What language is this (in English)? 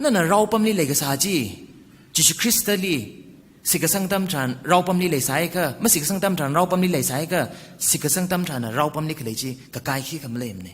Tangkhul Naga (India)